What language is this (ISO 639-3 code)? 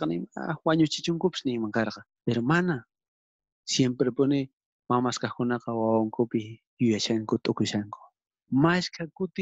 quh